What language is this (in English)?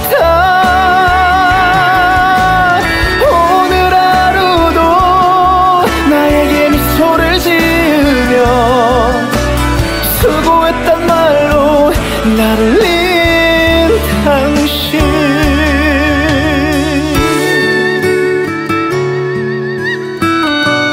Korean